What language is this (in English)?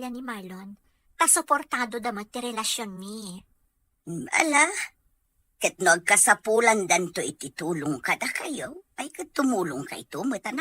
Iloko